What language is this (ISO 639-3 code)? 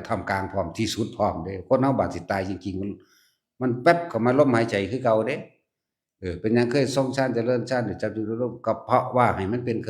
tts